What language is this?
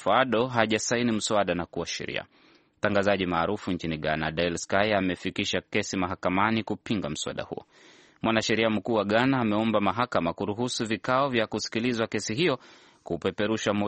Swahili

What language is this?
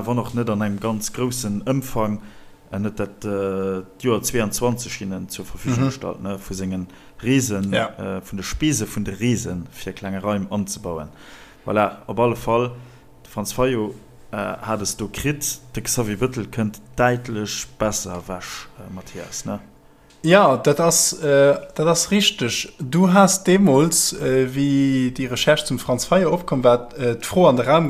Luxembourgish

